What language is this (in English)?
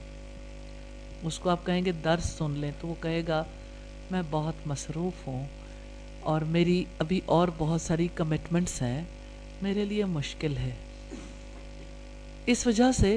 Urdu